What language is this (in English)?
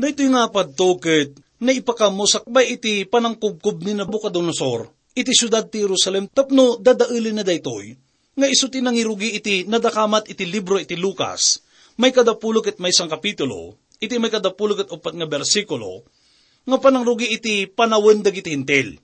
Iloko